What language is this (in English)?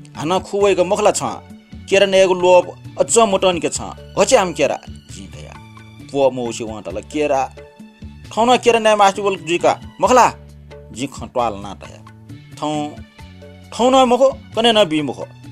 Newari